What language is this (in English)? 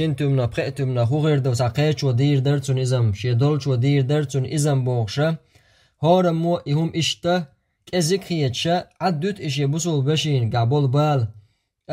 Chechen